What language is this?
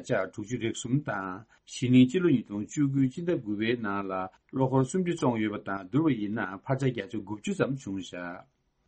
Tibetan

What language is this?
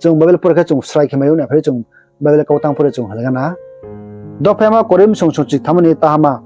Riang (India)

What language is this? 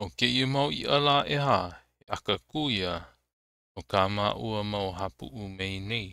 Hawaiian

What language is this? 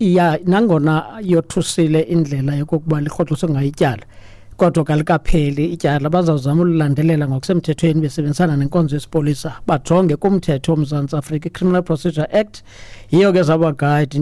Xhosa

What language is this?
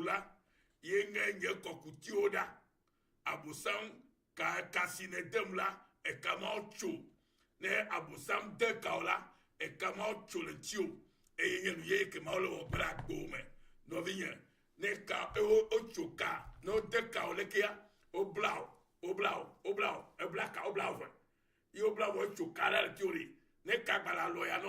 Ewe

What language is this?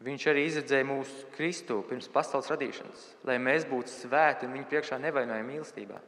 Latvian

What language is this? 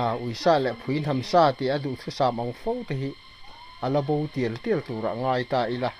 Mizo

